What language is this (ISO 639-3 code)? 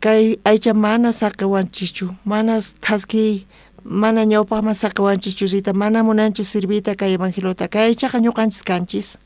quh